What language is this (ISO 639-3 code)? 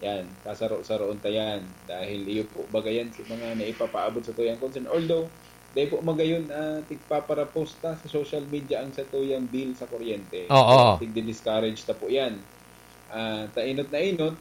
bik